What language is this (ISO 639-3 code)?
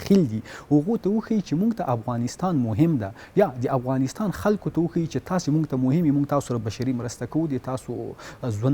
pus